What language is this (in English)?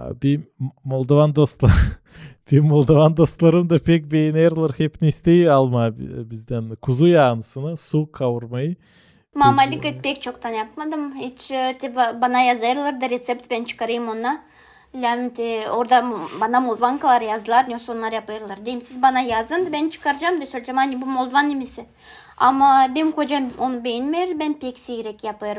Gagauz